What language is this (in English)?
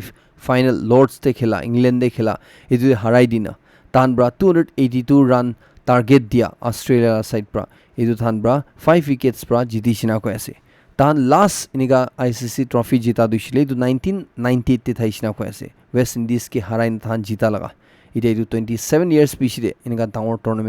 Naga Pidgin